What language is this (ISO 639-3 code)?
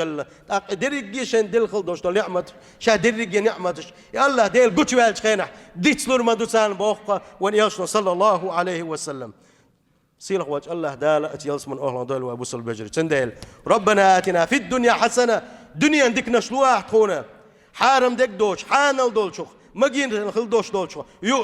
che